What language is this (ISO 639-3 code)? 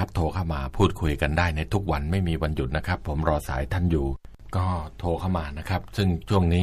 tha